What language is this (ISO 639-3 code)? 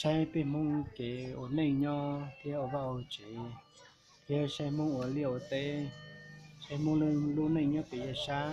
hmn